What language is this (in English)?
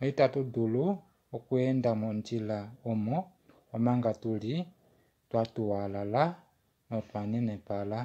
Kuanyama